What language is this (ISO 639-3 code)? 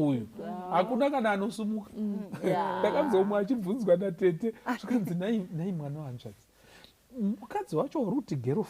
sna